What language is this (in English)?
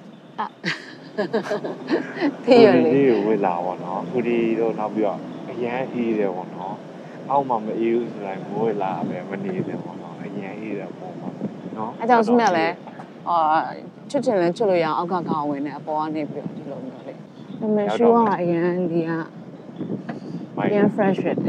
Burmese